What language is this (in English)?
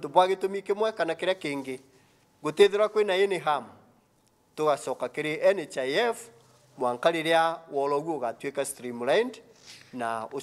Meru